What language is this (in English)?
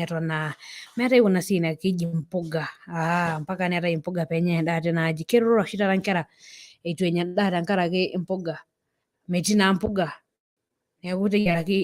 Masai